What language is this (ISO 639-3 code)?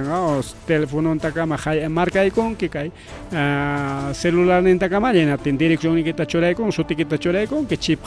quy